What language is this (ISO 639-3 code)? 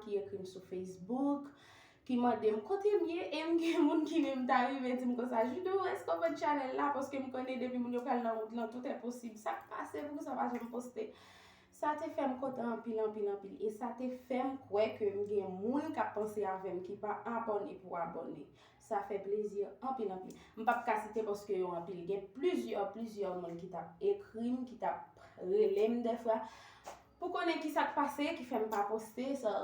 hat